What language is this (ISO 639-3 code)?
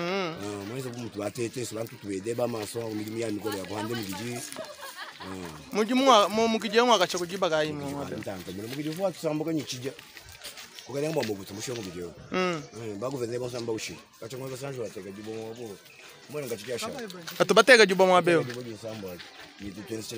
lua